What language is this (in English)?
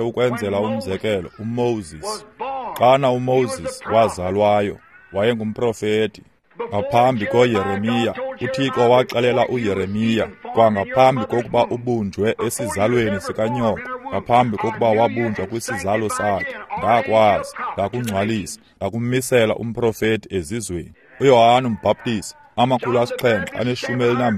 Xhosa